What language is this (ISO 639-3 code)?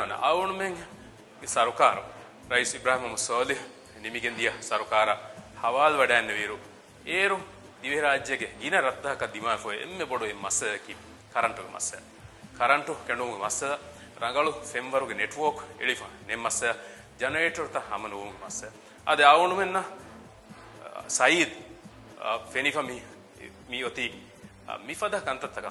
div